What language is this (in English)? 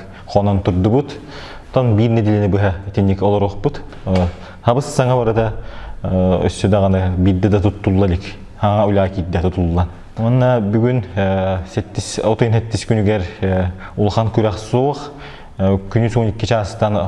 Yakut